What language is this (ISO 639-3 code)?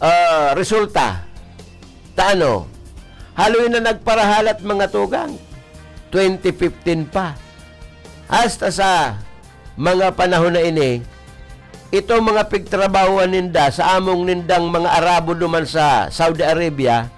bik